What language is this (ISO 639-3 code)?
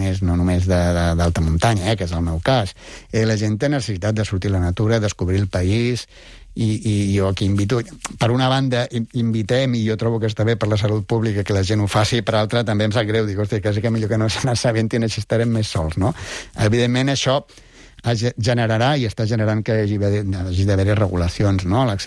cat